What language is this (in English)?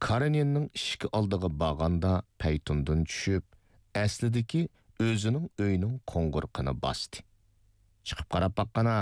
Uyghur